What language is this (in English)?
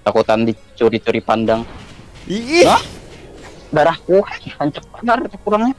Banjar